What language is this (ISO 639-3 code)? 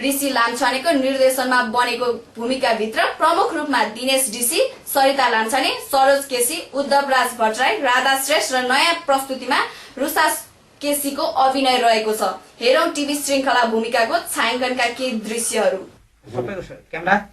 nep